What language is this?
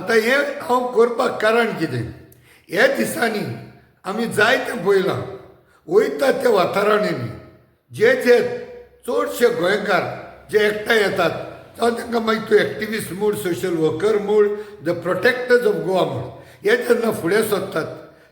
Konkani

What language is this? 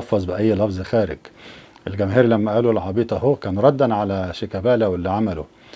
Egyptian Arabic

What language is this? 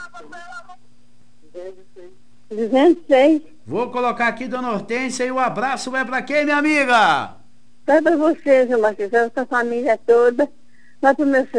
Portuguese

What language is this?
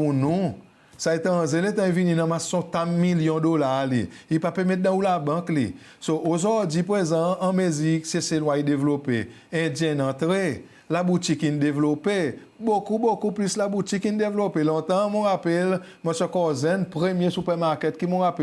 Seselwa Creole French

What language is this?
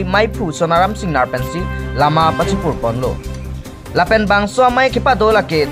Karbi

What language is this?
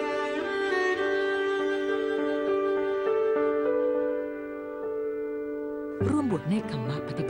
Thai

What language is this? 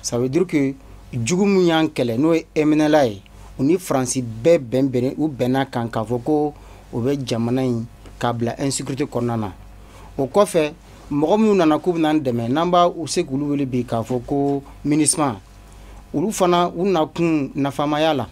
Bambara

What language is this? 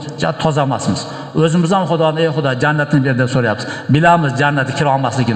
Uzbek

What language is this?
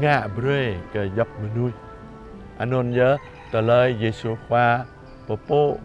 Jarai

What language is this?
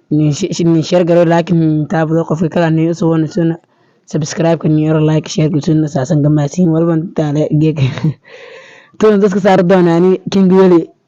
Somali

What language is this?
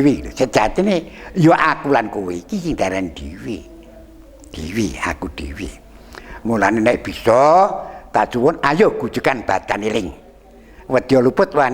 Javanese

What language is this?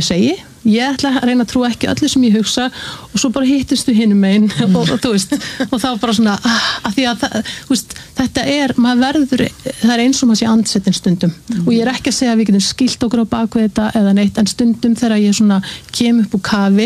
Icelandic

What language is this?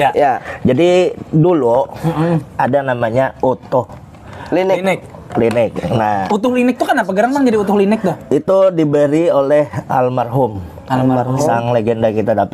Banjar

